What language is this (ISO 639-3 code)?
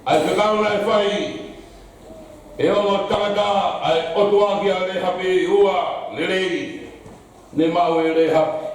ton